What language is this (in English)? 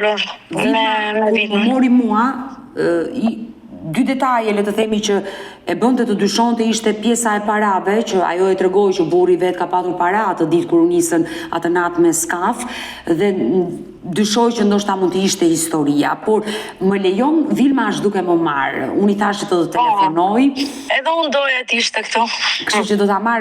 Albanian